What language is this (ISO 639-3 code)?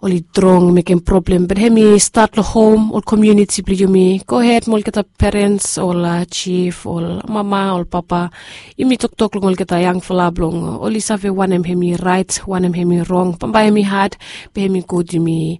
bis